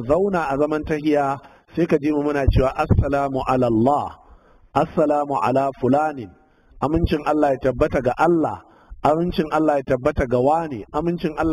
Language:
Hausa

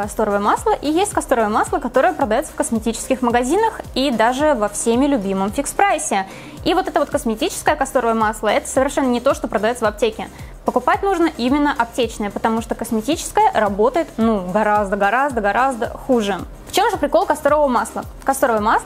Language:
Russian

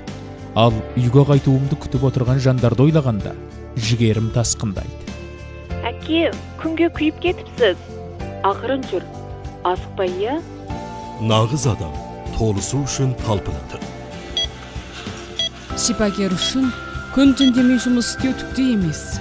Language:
Kazakh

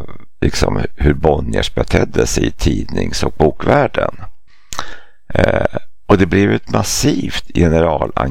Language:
Swedish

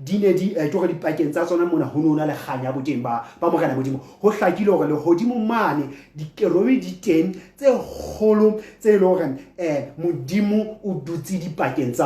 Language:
Southern Sotho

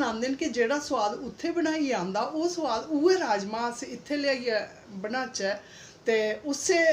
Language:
Dogri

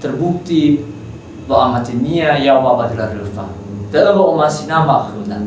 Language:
Nias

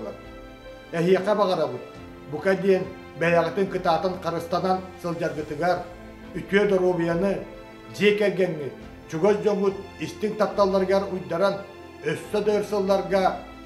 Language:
Yakut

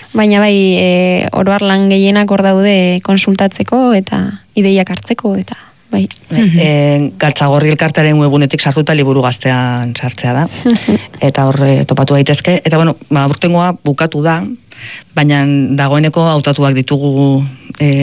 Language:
Basque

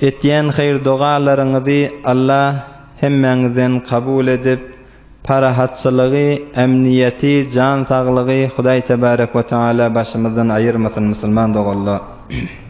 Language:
Turkmen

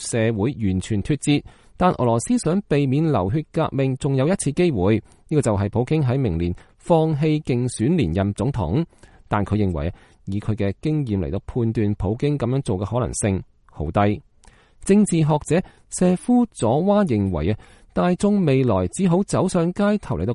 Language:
Cantonese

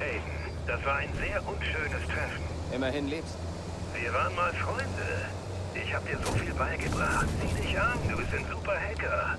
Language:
Bavarian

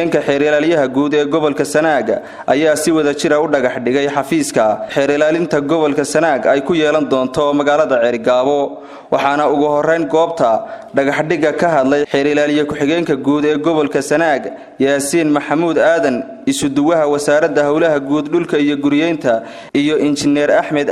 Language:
Somali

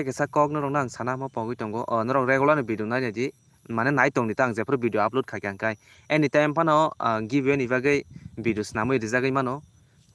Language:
Kok Borok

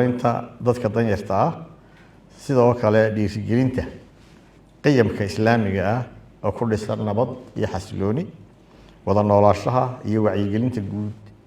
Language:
Somali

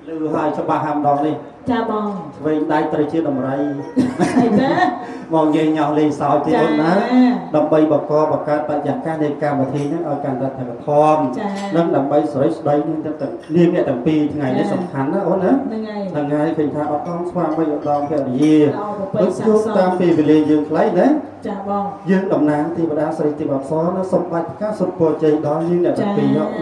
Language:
Khmer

